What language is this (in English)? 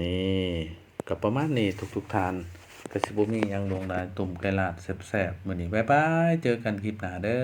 Lao